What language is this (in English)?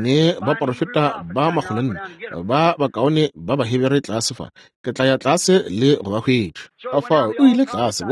Northern Sotho